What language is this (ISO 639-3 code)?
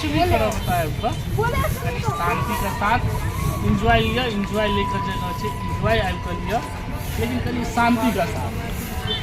mai